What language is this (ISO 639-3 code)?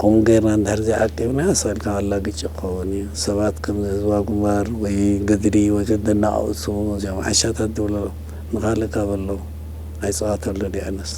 tir